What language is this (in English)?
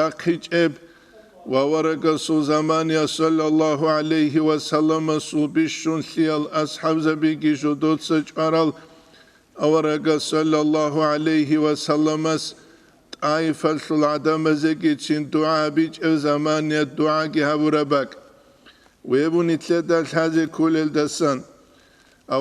Avaric